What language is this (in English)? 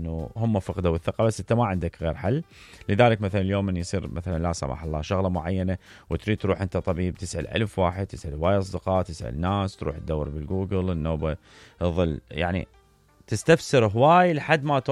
Mesopotamian Arabic